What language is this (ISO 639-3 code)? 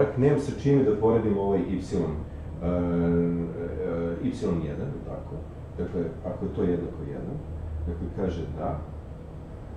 srp